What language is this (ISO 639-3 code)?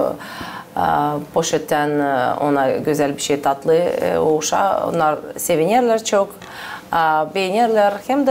gag